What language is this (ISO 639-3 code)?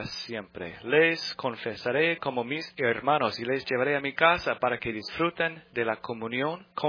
spa